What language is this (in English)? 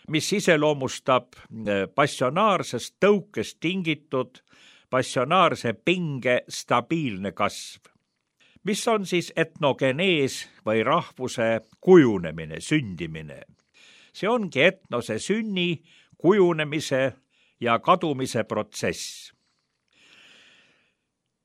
Estonian